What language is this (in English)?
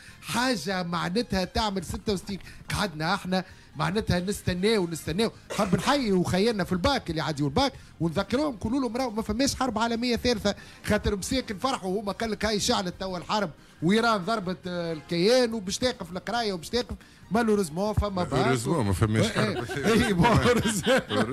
Tunisian Arabic